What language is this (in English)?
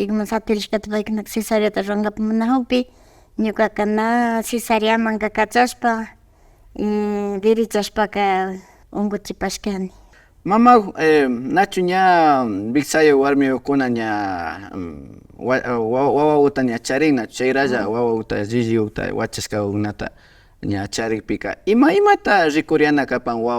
Imbabura Highland Quichua